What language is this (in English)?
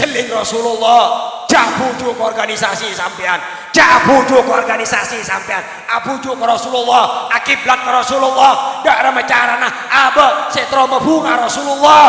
Madurese